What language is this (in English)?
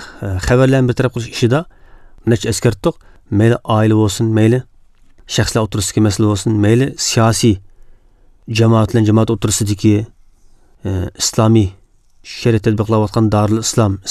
Uyghur